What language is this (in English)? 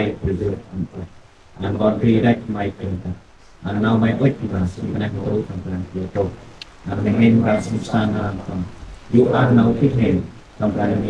Central Mnong